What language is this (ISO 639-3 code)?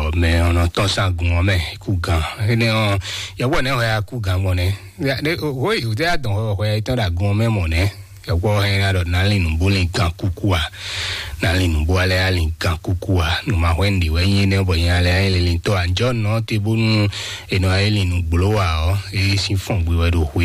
fon